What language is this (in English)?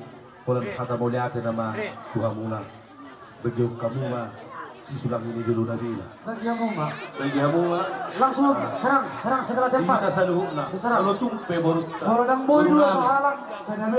Batak Toba